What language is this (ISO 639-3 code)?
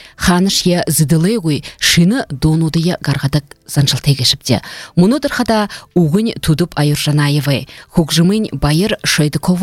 bua